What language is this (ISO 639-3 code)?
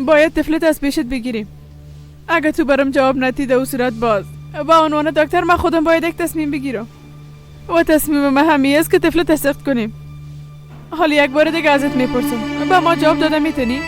fas